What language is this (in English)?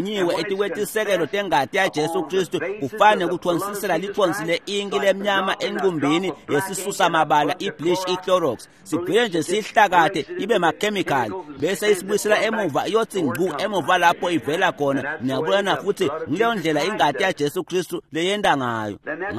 Swati